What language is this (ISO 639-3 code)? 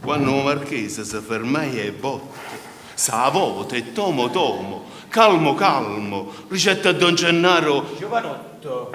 nap